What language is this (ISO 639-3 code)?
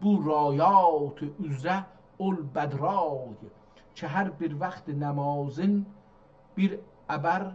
azb